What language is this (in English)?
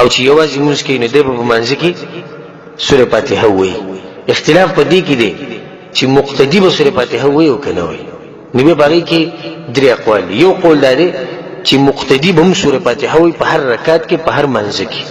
Pashto